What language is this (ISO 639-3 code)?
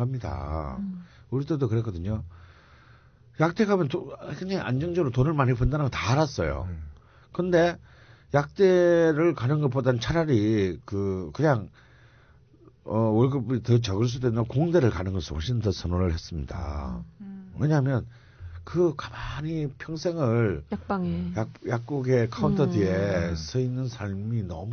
kor